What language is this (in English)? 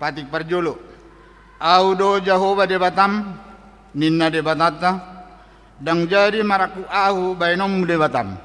Batak Toba